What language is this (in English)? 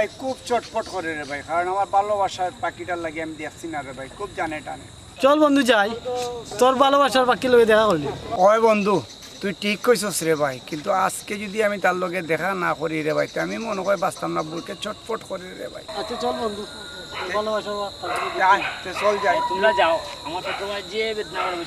Sylheti